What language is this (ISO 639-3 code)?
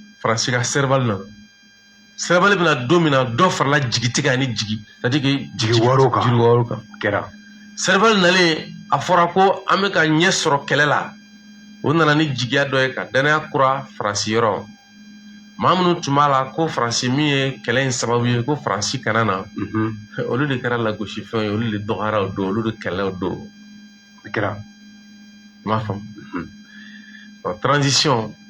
bam